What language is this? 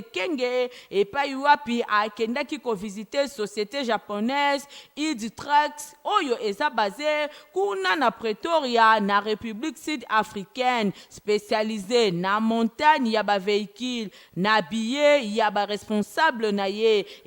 Lingala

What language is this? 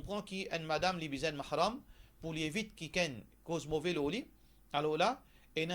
Morisyen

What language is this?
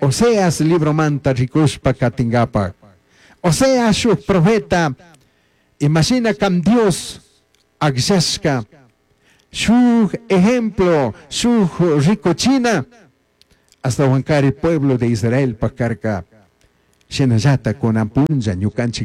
Chimborazo Highland Quichua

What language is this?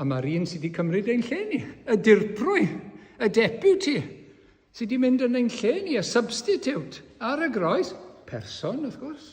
Welsh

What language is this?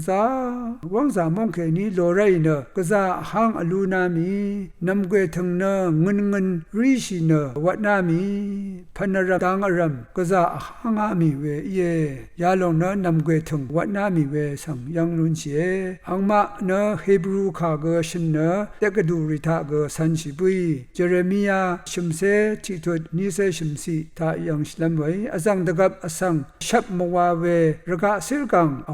Rawang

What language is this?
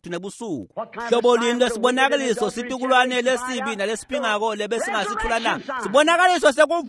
Swati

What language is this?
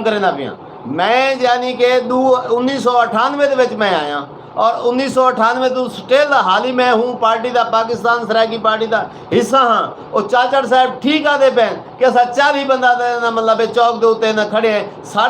Saraiki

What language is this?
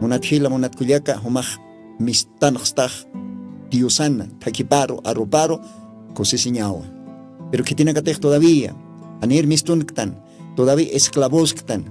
Aymara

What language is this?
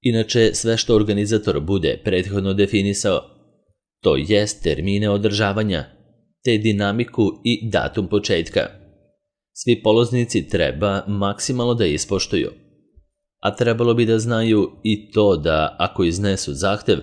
Serbian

